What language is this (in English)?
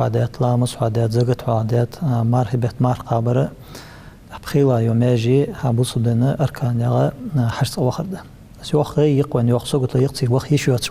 Ingush